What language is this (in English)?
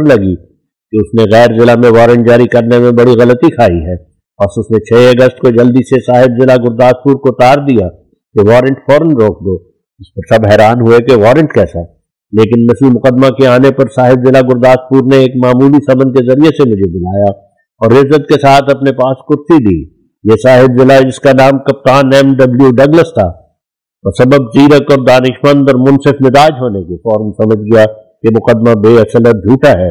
Urdu